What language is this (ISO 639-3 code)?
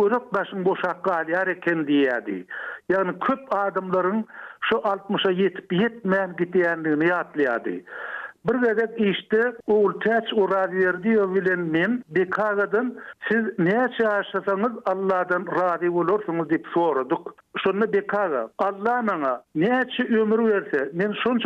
tuk